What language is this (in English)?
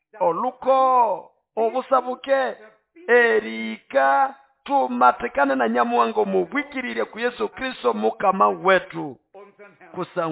Nande